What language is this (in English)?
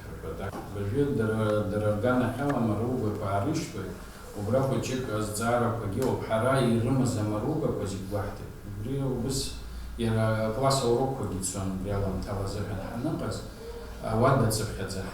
Abkhazian